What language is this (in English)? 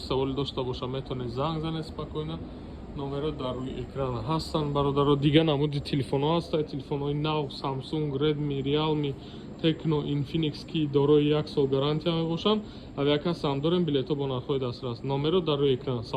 Tajik